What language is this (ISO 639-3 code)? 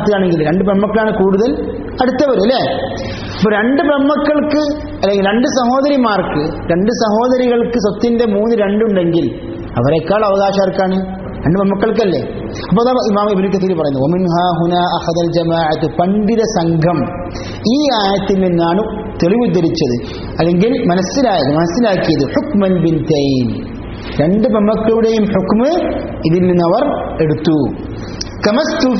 mal